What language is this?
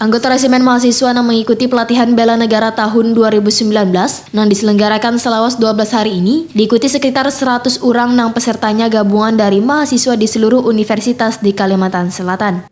Banjar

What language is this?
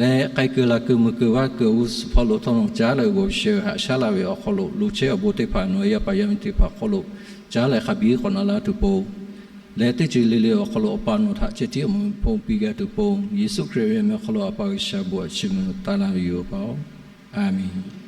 Lahu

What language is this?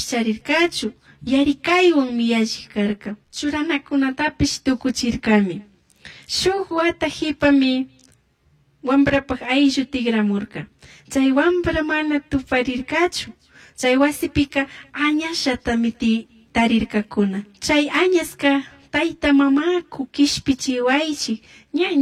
Chimborazo Highland Quichua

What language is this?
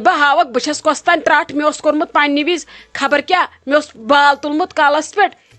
Kashmiri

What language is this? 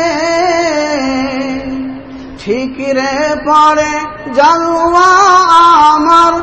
Bangla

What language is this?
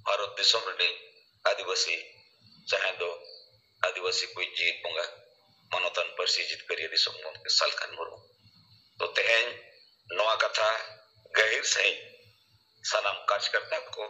Santali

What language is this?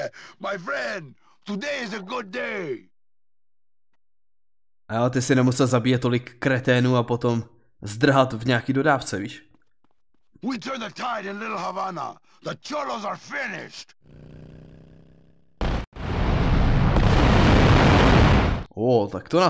Czech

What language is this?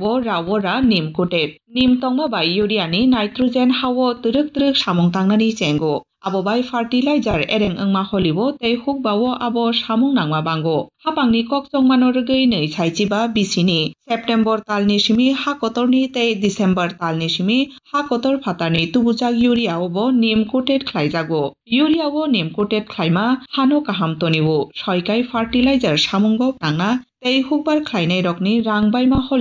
Kok Borok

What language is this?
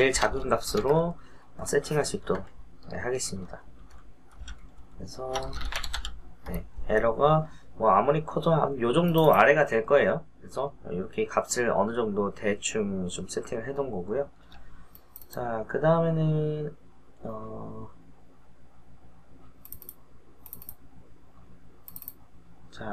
Korean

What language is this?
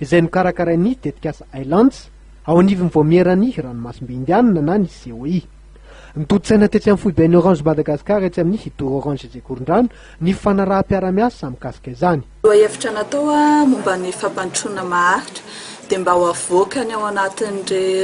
Malagasy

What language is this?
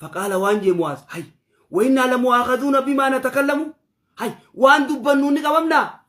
Oromo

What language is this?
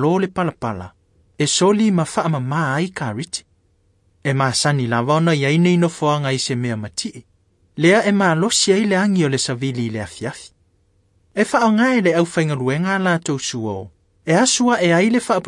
Samoan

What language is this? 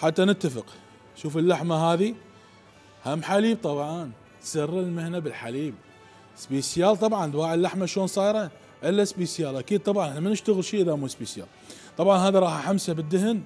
Mesopotamian Arabic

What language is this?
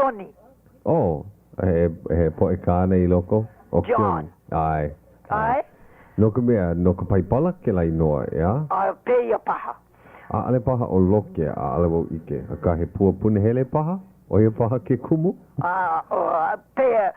Hawaiian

